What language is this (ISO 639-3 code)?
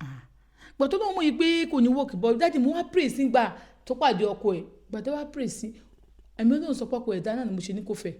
yor